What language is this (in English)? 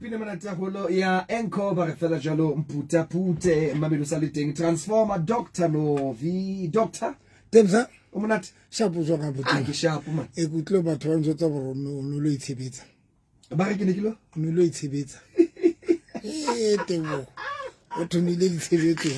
Southern Sotho